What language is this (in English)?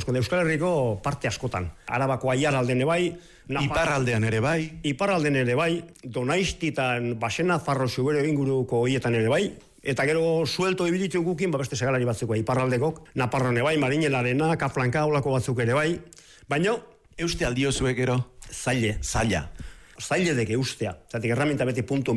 Basque